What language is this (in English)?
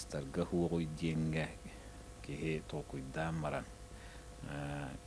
Yakut